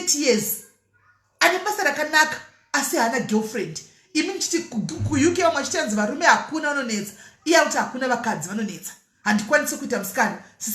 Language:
Shona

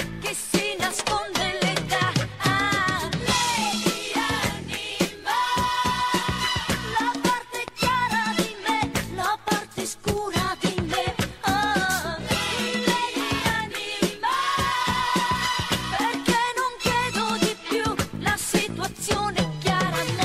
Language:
Italian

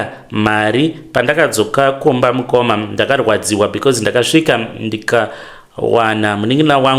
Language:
Shona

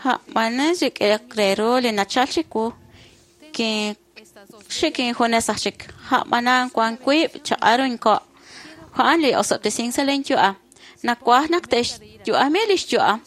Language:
Kekchí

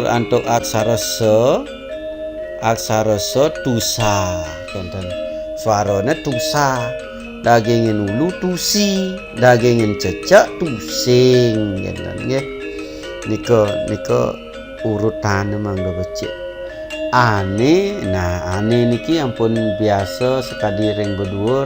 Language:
Balinese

